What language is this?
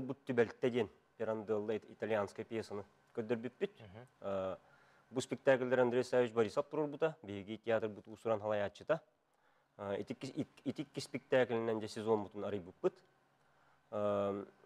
Yakut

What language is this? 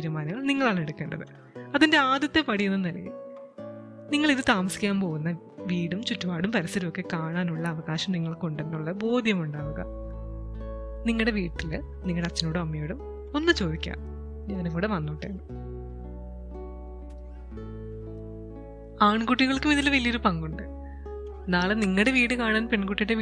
Malayalam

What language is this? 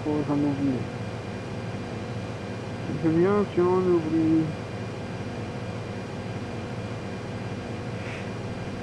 French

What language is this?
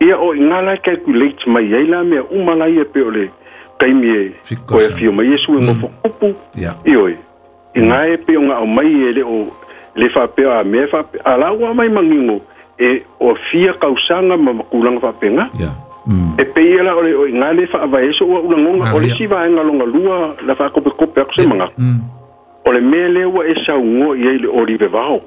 Samoan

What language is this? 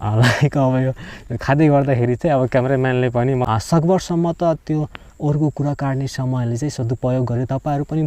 Nepali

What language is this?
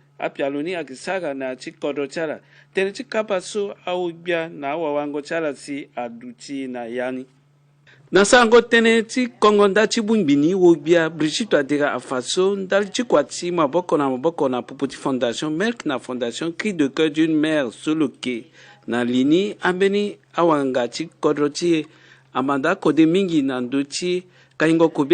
Sango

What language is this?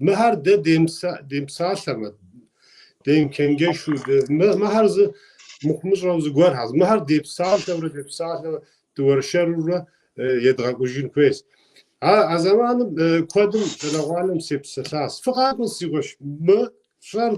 Kabardian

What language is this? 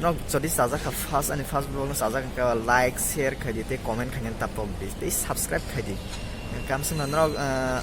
Kok Borok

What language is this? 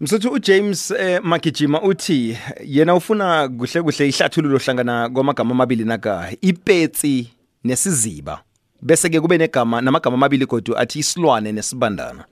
South Ndebele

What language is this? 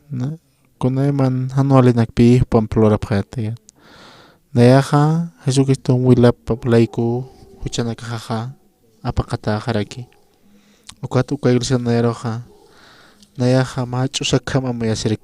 Aymara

